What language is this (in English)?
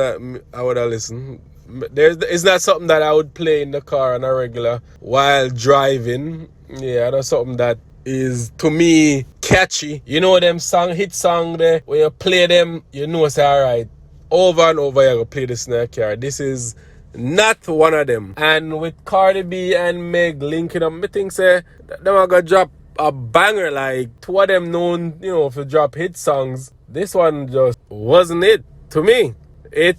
Jamaican Creole English